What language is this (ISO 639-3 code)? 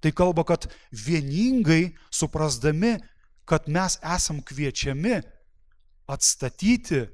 lit